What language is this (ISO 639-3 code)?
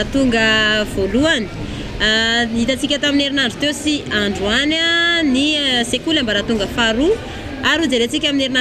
mlg